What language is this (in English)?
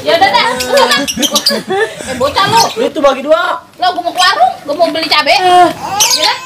Betawi